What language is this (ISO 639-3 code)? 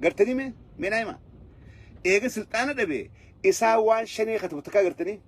orm